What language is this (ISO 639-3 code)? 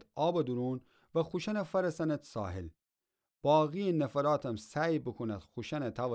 glk